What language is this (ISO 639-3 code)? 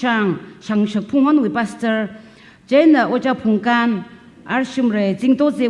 nmf